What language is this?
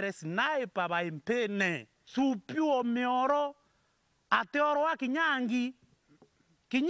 Meru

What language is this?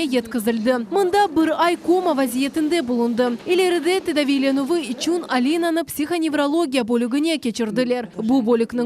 Crimean Tatar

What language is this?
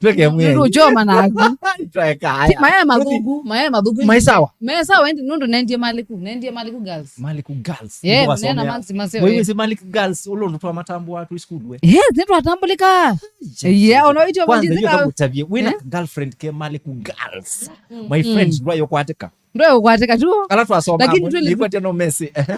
Kamba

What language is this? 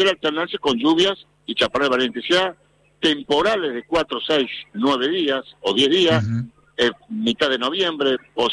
Spanish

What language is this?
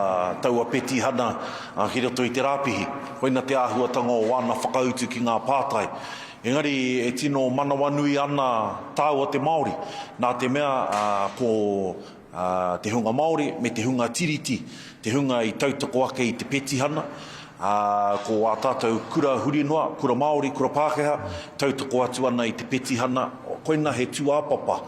Māori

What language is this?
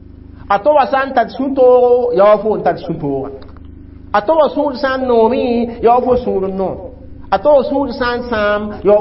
Mossi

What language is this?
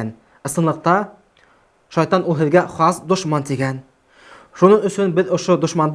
Bashkir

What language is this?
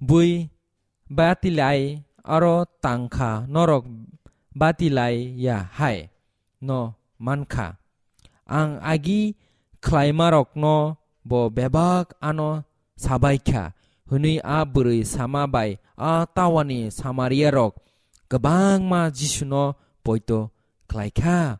Kok Borok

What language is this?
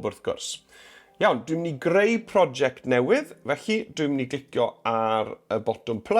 Welsh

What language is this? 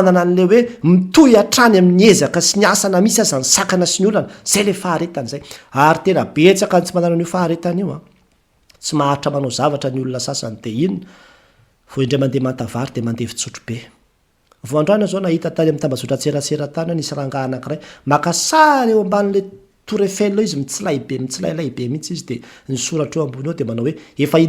Malagasy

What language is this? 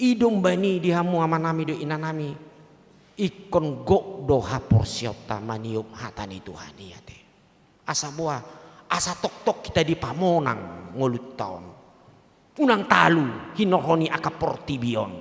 Batak Toba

